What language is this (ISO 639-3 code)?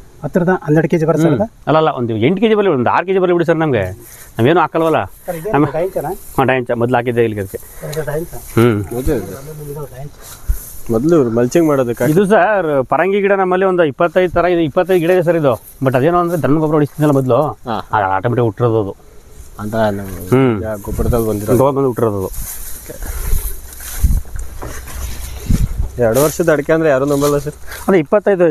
kan